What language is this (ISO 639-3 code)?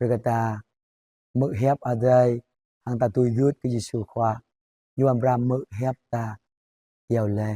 jra